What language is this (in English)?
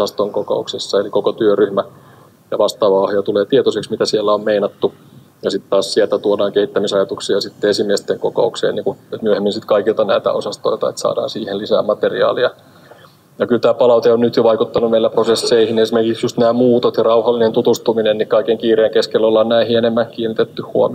Finnish